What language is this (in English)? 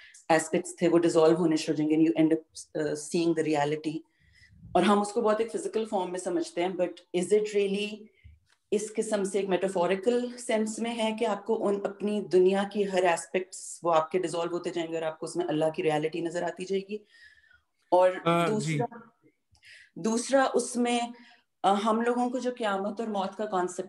Urdu